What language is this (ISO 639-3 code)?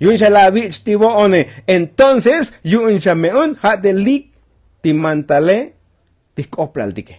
tzo